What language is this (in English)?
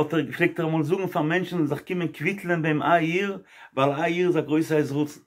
Yiddish